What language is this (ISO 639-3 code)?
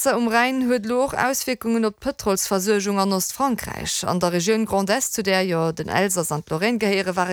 ltz